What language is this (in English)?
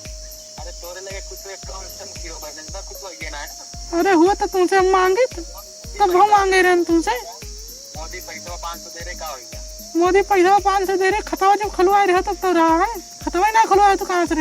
Awadhi